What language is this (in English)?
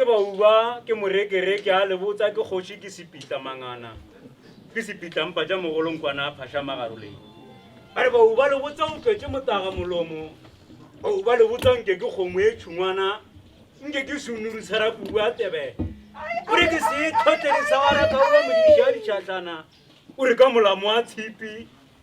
Northern Sotho